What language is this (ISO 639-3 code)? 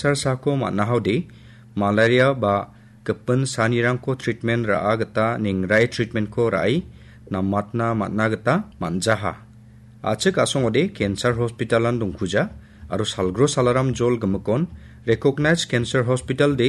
grt